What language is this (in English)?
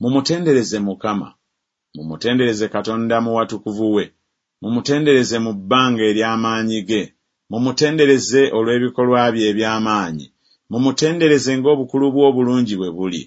Ganda